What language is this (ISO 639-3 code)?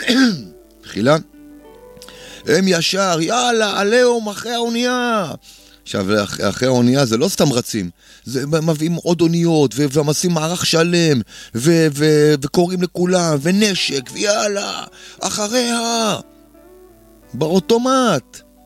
heb